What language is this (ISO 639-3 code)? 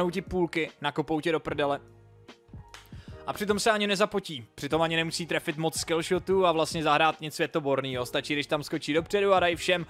ces